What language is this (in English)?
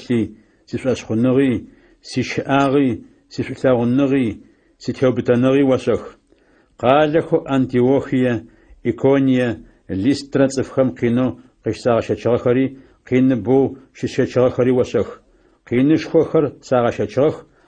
Adyghe